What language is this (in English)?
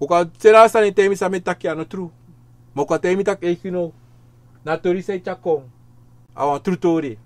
Sranan Tongo